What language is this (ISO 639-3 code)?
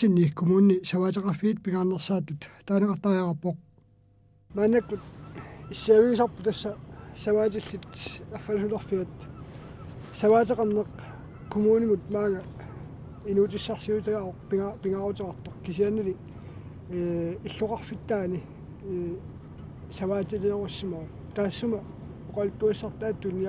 kal